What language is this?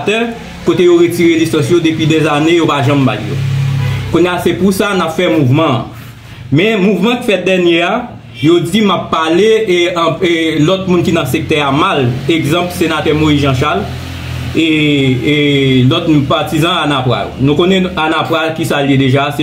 Haitian Creole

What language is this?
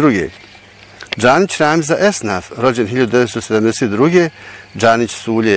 Bosnian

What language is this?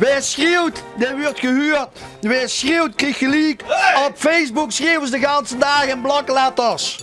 Limburgish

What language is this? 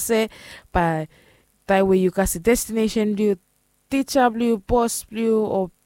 Bislama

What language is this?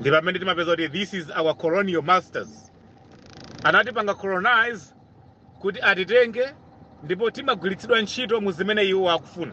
Nyanja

